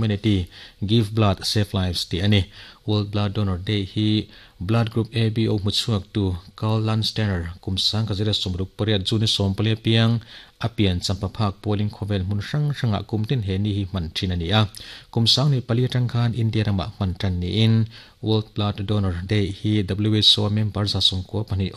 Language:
Mizo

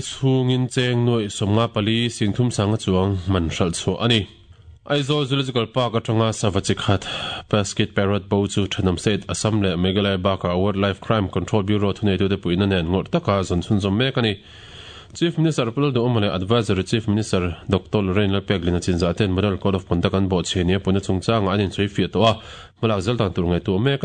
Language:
Mizo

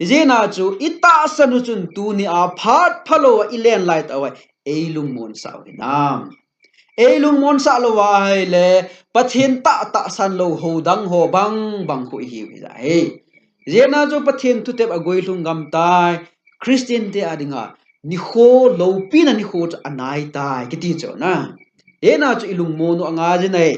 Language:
Thado Chin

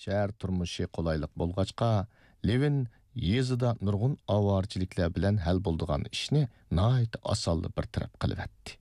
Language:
Uyghur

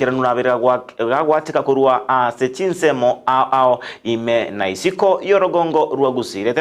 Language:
Gusii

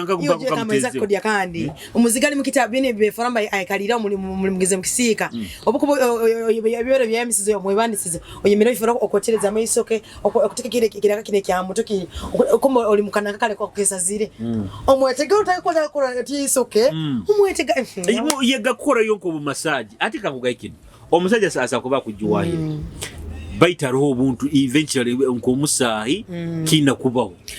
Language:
Nyoro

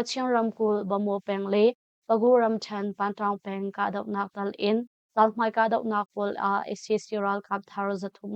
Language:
Hakha Chin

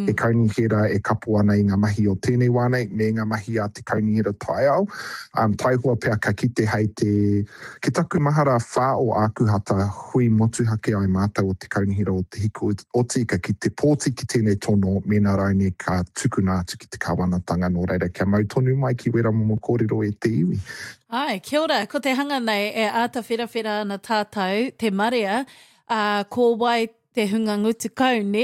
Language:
Māori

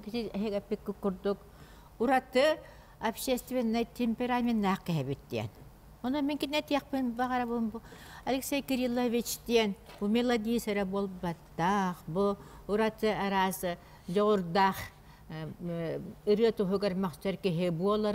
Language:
Yakut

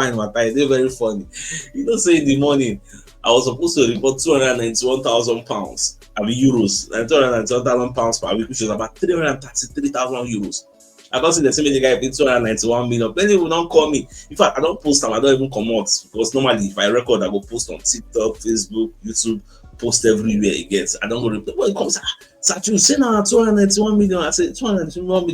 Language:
Nigerian Pidgin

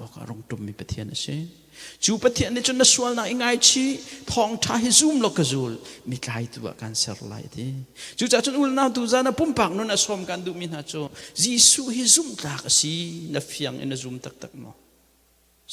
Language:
Hakha Chin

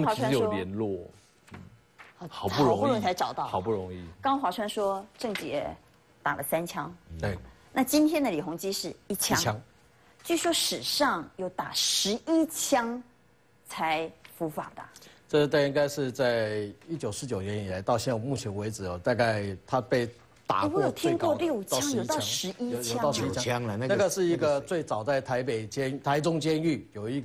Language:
Chinese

